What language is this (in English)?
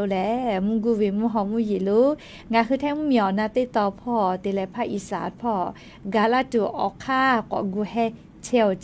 Lahu